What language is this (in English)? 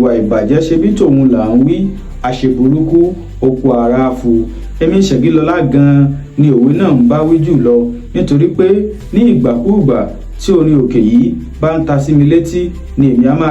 Yoruba